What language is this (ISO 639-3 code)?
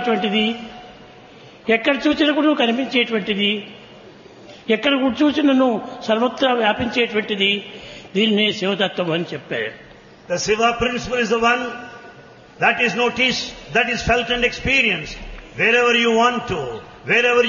tel